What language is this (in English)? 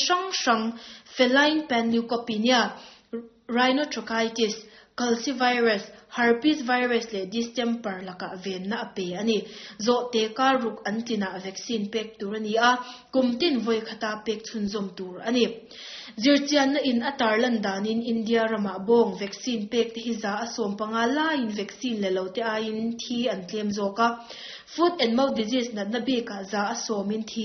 Mizo